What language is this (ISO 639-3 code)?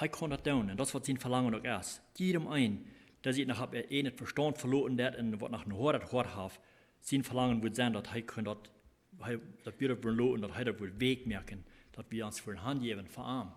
pdt